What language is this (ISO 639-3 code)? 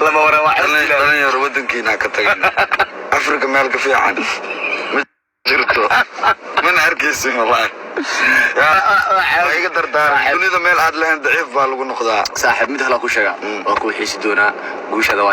som